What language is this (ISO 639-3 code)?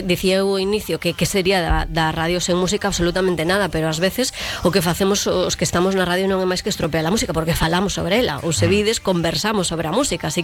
glg